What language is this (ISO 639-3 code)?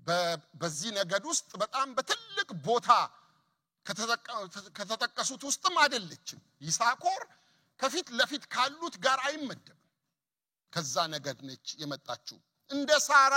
amh